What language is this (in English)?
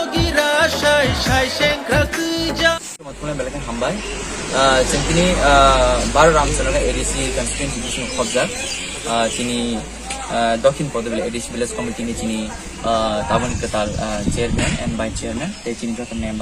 Kok Borok